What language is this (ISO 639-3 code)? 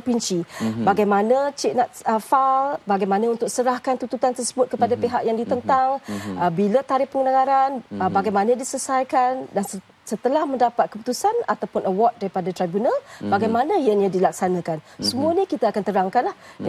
msa